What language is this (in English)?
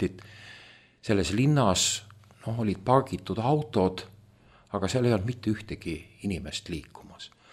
Estonian